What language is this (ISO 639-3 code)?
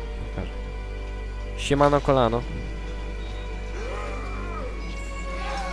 pol